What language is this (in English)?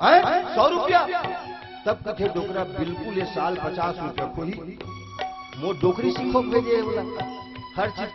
Chhattisgarhi